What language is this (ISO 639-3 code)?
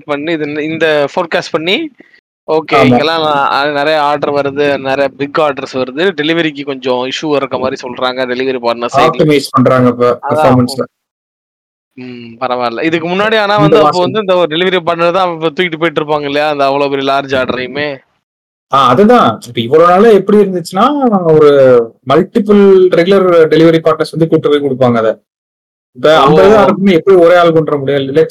tam